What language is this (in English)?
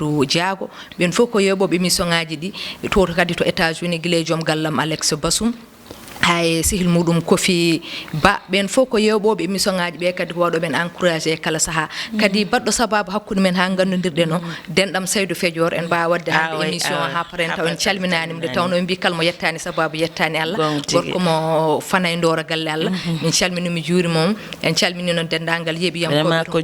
Fula